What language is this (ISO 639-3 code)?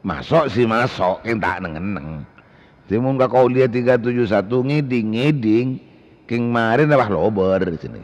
mad